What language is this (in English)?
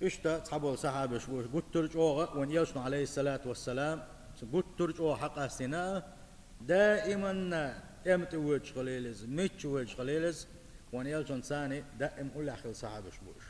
Chechen